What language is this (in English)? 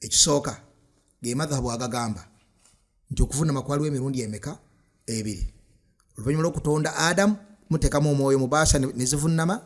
Ganda